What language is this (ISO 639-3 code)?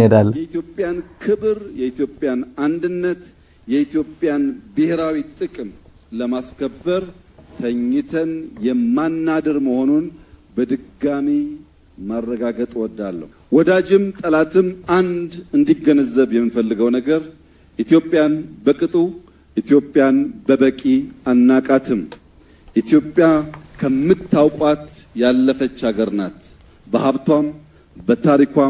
amh